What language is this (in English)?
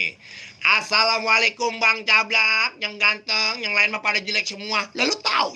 Betawi